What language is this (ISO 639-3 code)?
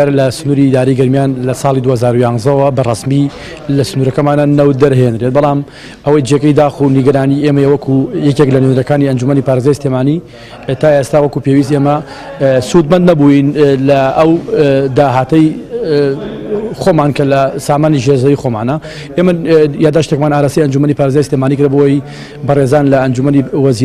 ckb